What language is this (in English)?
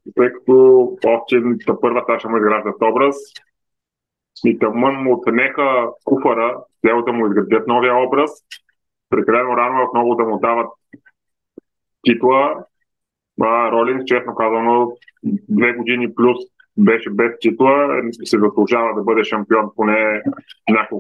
Bulgarian